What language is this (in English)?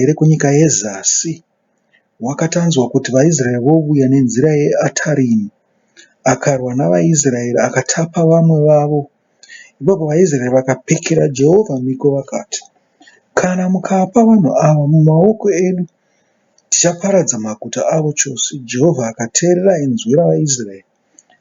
Shona